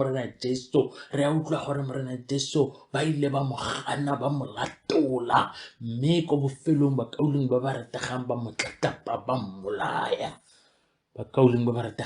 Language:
Tswana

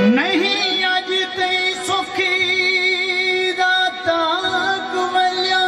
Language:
Saraiki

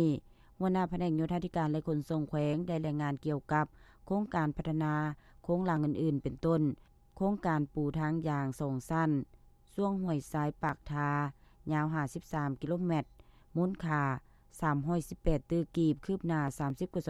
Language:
Lao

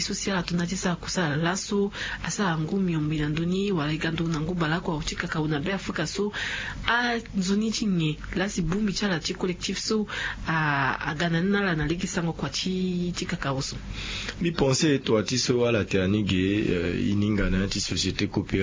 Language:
Sango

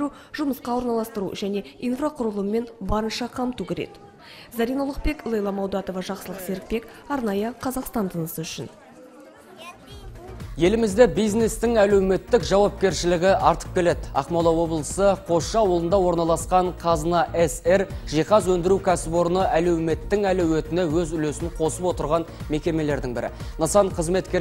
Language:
Kazakh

